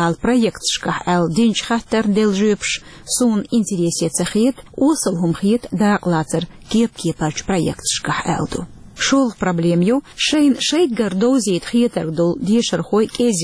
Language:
Chechen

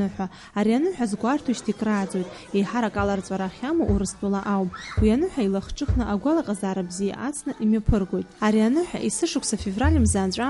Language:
Abkhazian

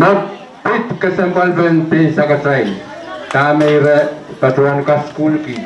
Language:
Pohnpeian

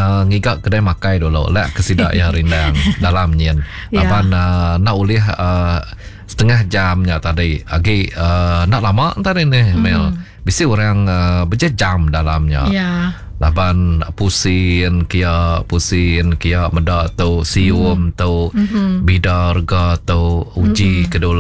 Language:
Iban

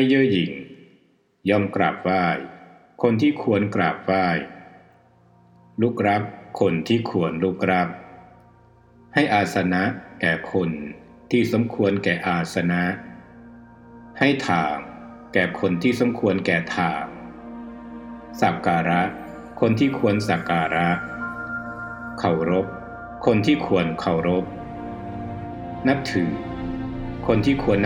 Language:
Thai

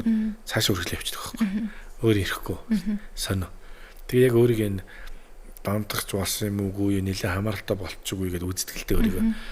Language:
Mongolian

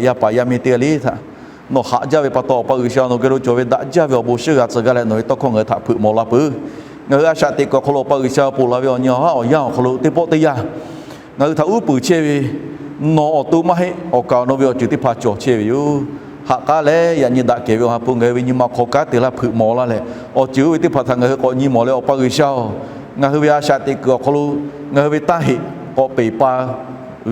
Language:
Lahu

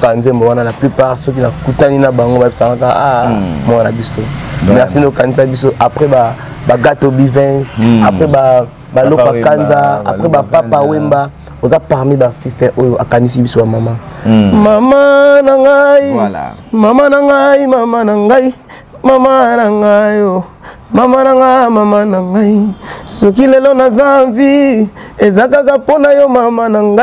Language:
Lingala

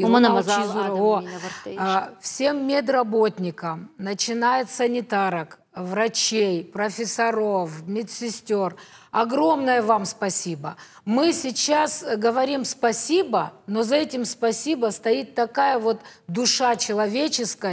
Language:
Ossetic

